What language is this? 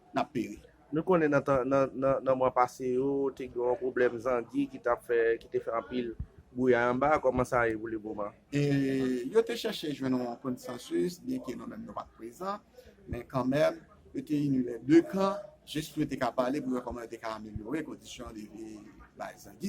Haitian Creole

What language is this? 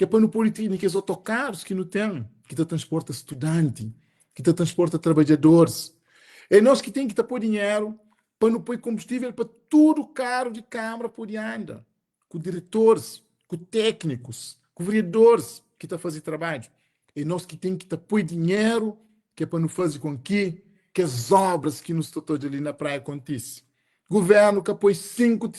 Kabuverdianu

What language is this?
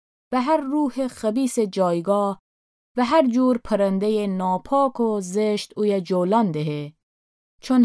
Gilaki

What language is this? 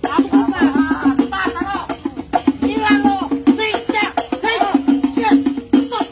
Betawi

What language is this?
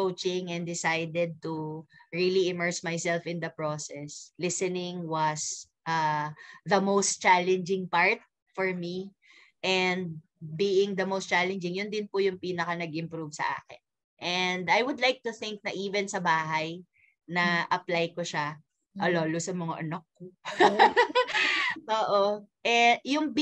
Filipino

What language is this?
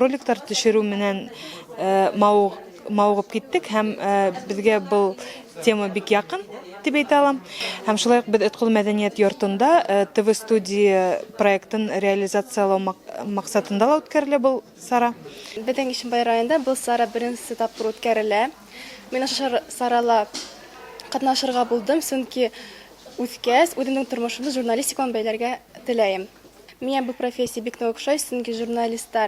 Bashkir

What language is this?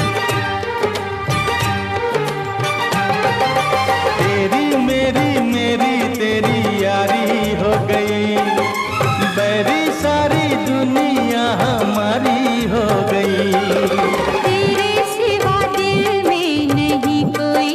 Hindi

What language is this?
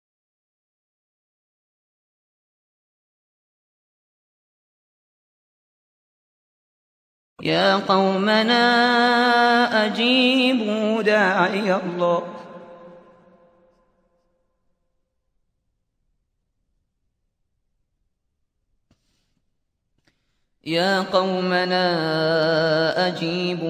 Arabic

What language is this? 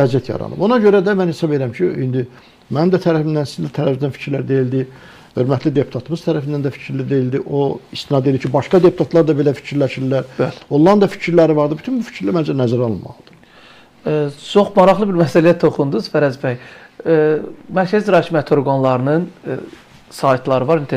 Azerbaijani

